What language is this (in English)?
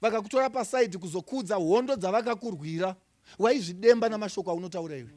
Shona